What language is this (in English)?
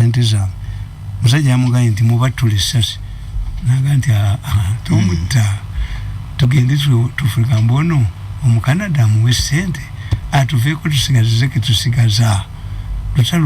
Ganda